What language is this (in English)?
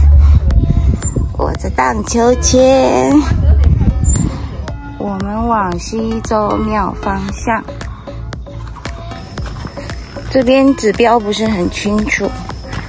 Chinese